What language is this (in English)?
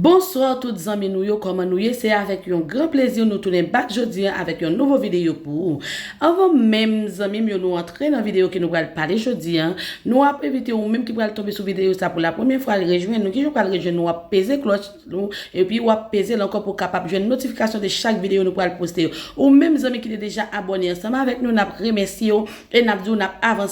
Haitian Creole